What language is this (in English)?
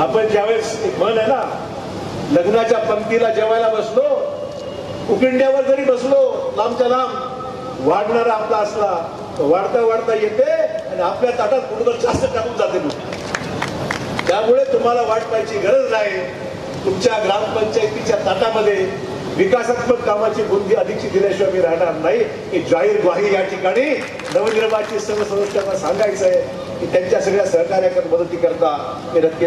Marathi